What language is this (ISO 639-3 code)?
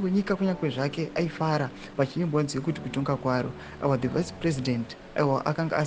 sna